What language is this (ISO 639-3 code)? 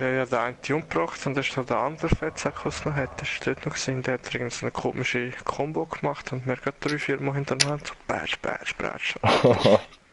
gsw